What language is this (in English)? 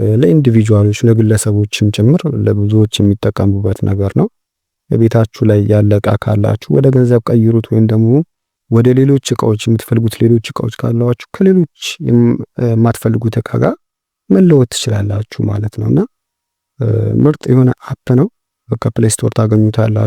Amharic